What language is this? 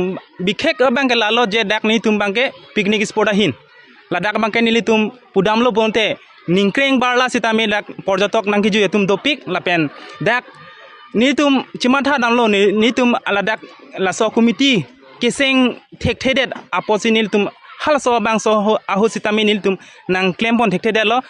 Karbi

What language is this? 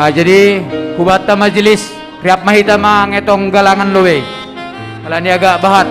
Batak Simalungun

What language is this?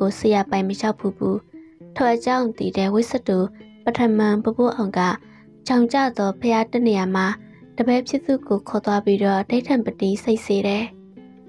Burmese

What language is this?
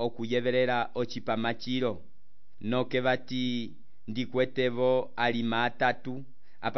Umbundu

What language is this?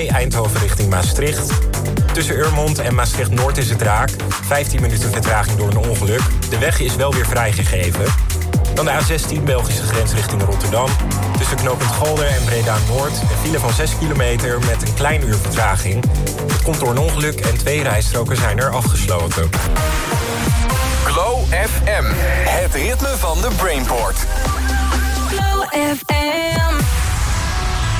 Dutch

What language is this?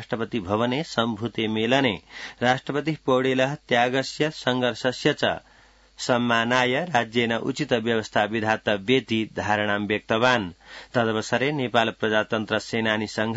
Sanskrit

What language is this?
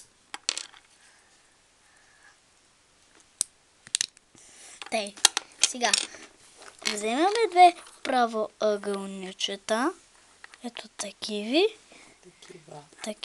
Bulgarian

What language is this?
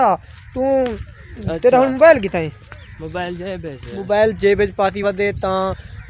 Saraiki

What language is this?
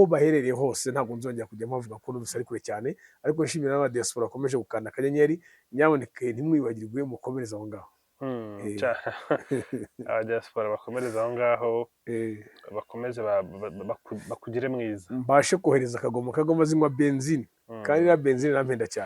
Kinyarwanda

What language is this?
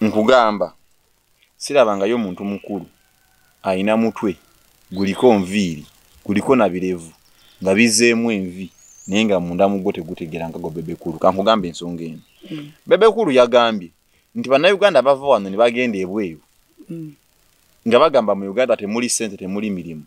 Ganda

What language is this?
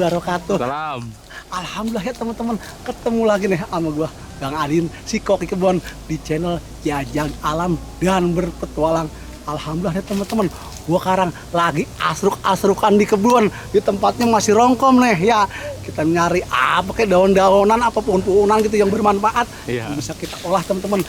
Betawi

